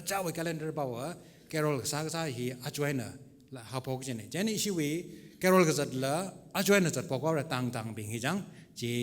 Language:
Tangkhul Naga (India)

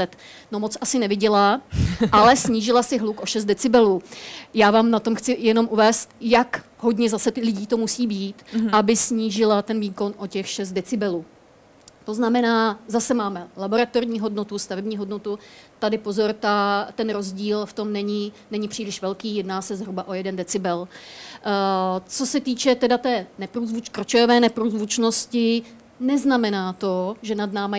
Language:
Czech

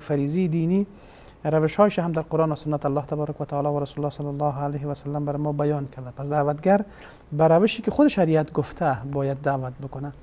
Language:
Persian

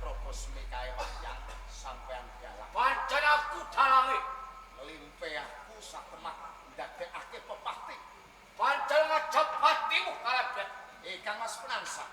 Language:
Javanese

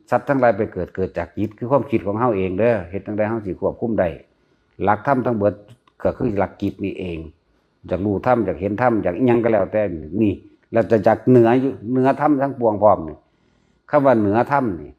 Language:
Northeastern Thai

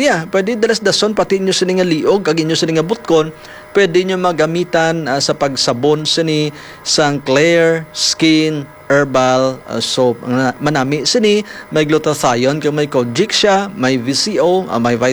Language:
Hiligaynon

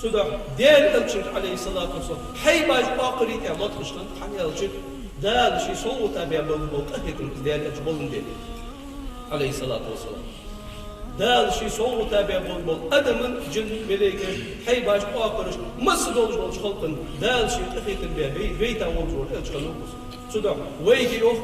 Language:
Ingush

